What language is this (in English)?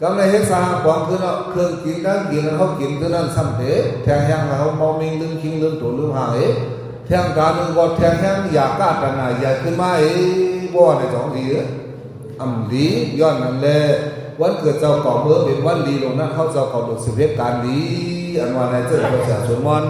Shan